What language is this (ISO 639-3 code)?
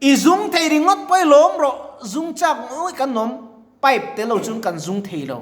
lus